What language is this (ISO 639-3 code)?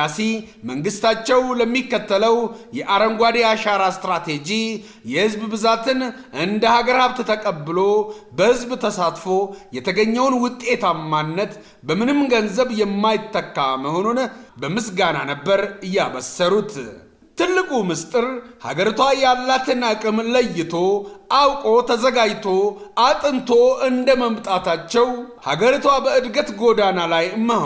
amh